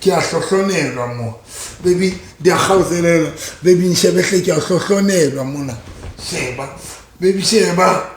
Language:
Southern Sotho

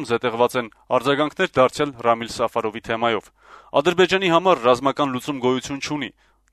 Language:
Armenian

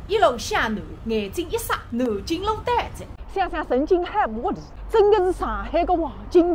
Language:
Wu Chinese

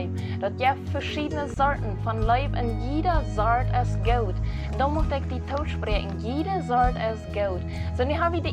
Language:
Plautdietsch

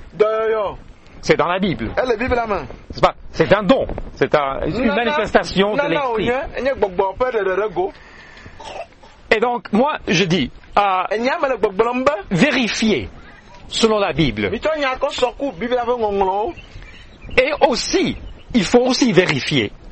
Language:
French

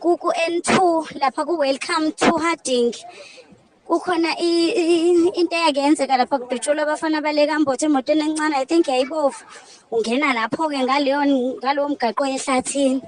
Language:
Zulu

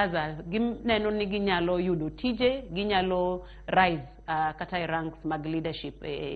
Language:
Luo (Kenya and Tanzania)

